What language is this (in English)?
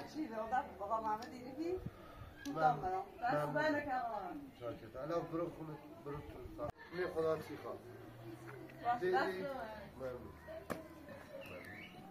Persian